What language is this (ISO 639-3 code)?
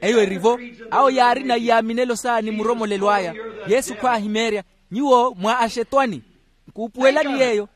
vmw